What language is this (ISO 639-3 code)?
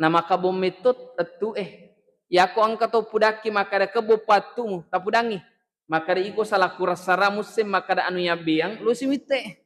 bug